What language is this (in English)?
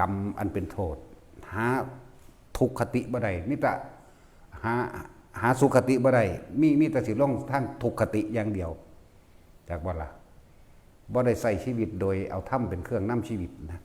Northeastern Thai